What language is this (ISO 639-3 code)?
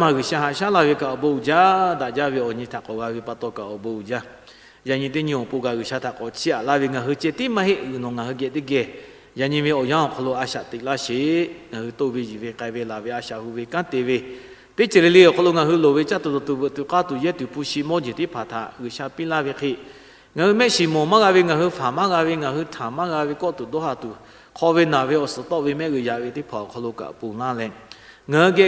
lhu